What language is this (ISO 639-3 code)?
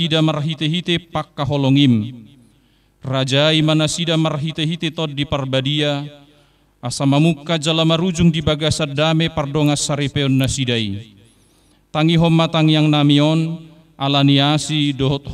bbc